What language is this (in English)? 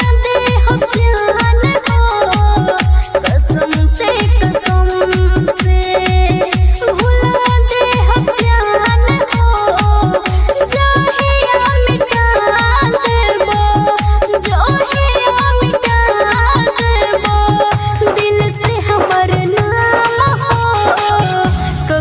Bhojpuri